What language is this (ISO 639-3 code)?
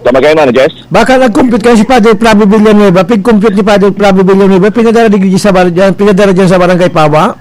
bik